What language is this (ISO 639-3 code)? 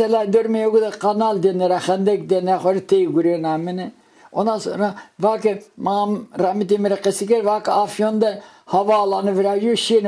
zza